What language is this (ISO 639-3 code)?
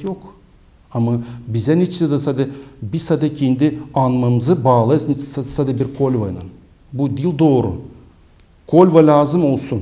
gag